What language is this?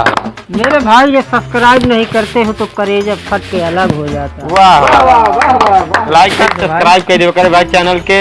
Awadhi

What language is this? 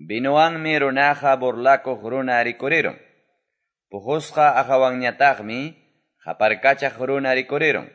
Quechua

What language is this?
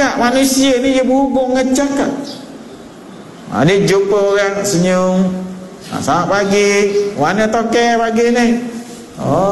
Malay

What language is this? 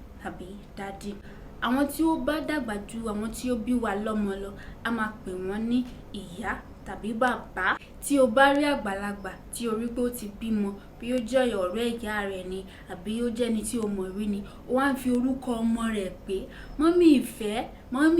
Yoruba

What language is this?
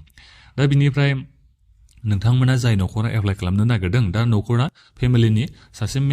Bodo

